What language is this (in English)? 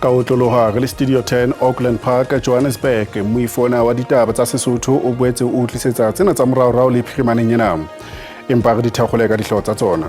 Southern Sotho